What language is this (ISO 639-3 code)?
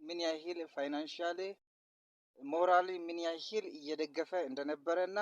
amh